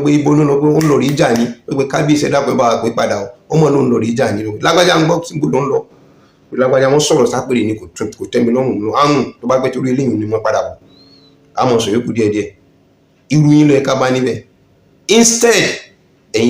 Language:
Yoruba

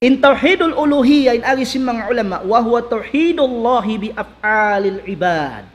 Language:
Tausug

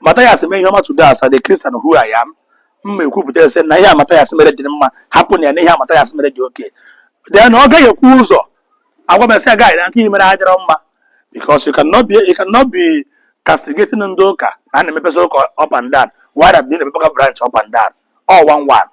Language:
Igbo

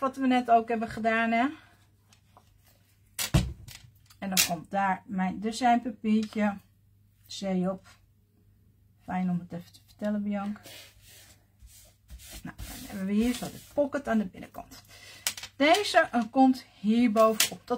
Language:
Dutch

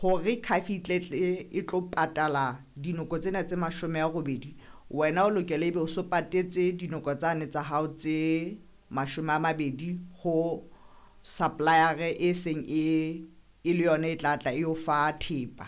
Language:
Southern Sotho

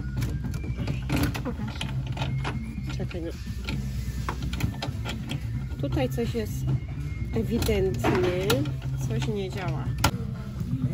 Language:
Polish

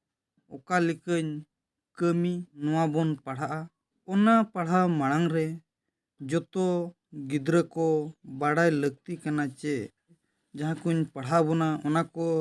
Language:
Santali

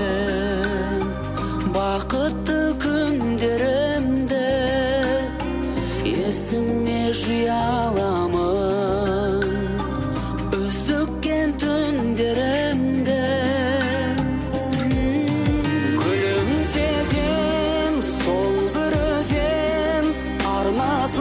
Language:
Kazakh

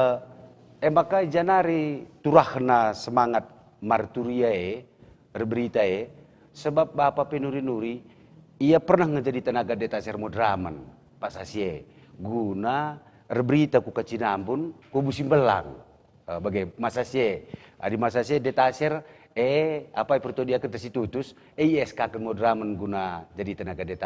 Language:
Batak Karo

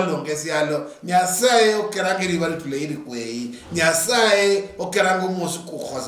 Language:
Luyia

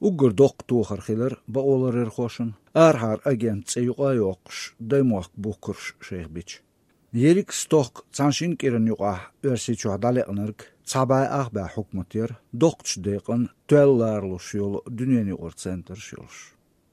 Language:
Chechen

